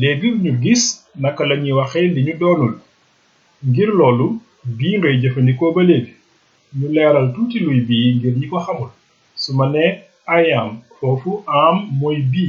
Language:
Wolof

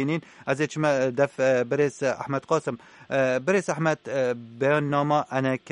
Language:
Kurdish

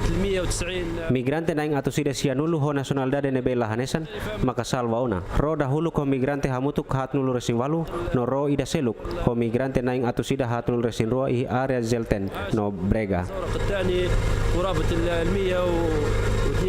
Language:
Tetum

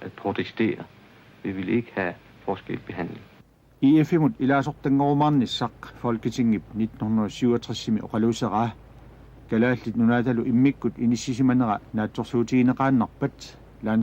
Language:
Kalaallisut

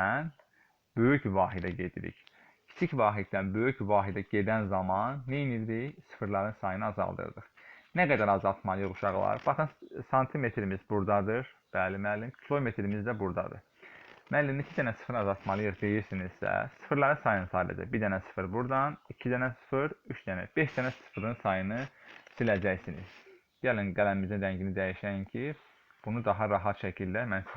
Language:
Azerbaijani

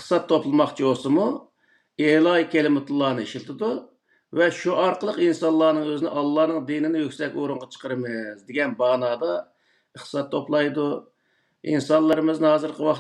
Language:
Uyghur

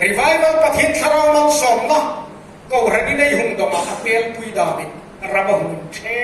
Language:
Hmar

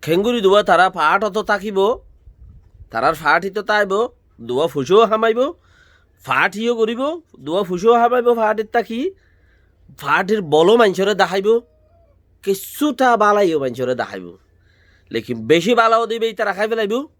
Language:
Rohingya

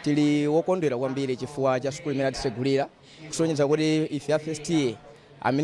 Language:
Nyanja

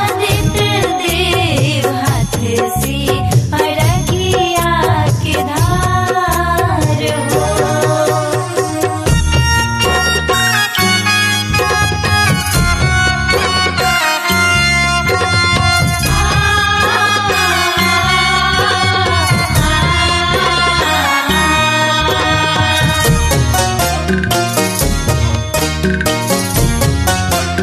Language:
Bhojpuri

